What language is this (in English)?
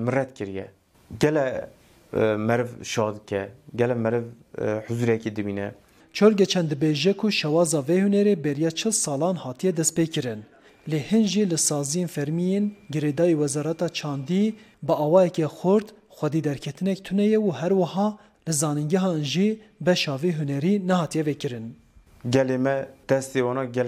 Kurdish